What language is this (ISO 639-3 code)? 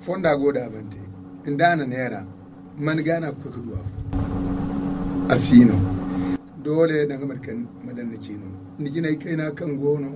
dje